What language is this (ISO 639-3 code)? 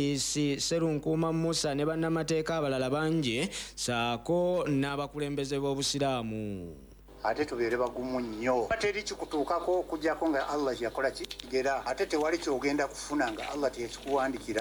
lug